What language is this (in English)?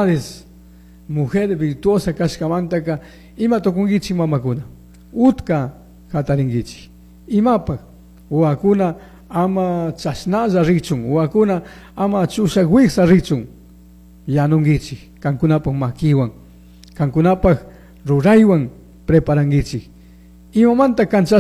Chimborazo Highland Quichua